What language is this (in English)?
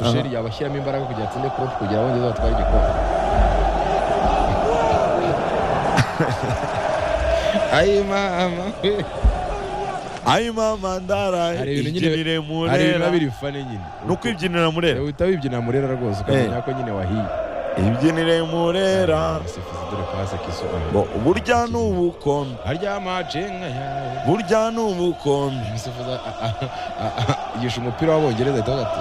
Kinyarwanda